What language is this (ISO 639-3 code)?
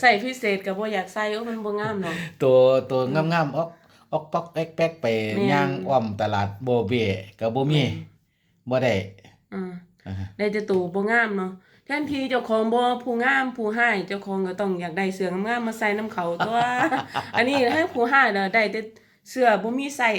tts